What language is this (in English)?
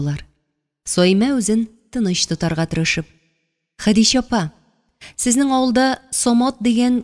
Tatar